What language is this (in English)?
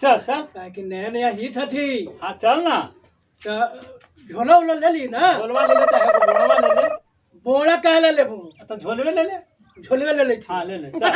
Magahi